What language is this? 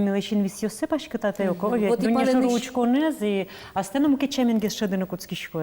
Udmurt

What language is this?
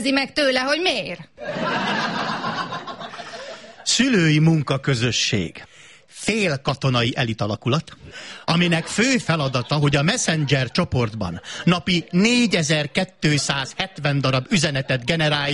Hungarian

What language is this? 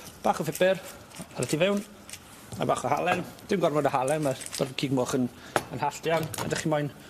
Welsh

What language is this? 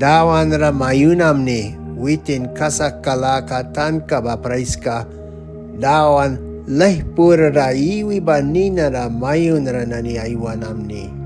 Mískito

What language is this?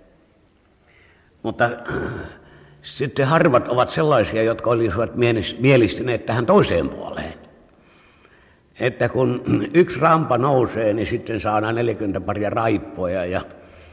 Finnish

